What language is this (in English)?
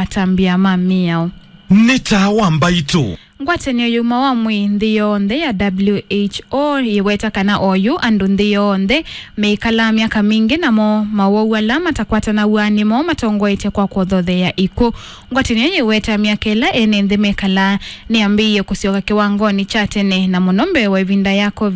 Kamba